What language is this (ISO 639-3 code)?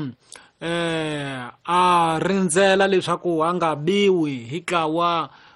tso